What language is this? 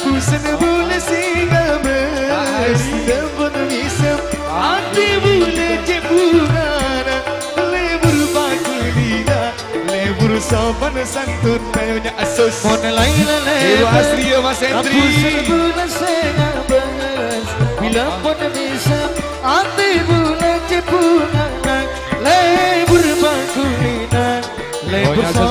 Madurese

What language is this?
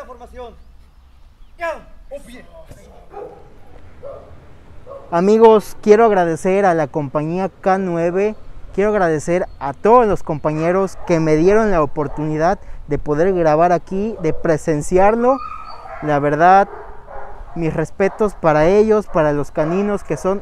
Spanish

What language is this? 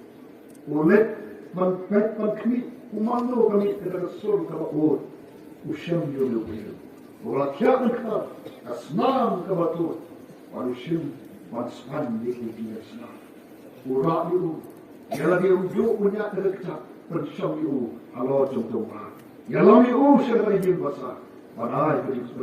Khasi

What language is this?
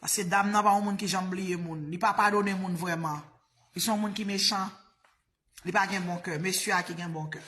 Haitian Creole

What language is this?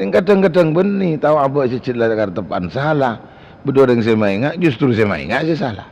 Madurese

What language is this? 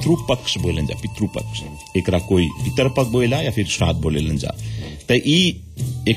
Bhojpuri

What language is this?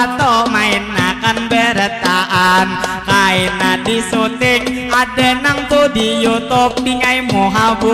Banjar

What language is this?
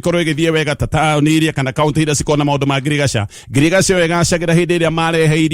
Kikuyu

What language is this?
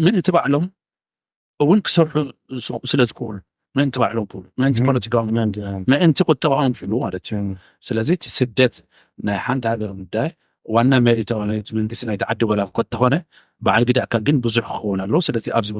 Tigrinya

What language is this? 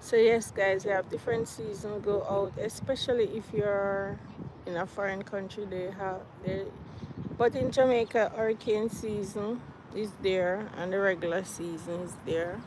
Jamaican Creole English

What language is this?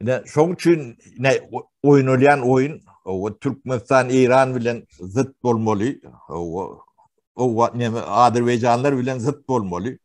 Turkmen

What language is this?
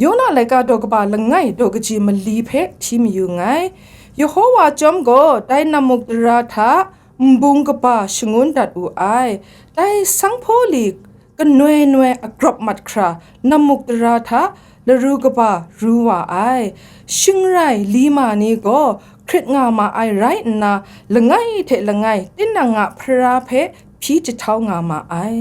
Kachin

